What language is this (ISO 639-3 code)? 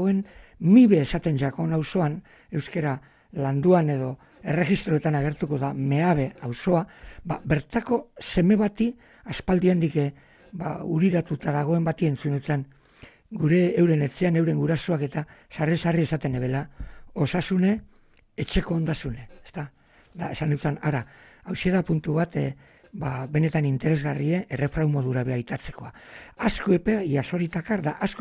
eus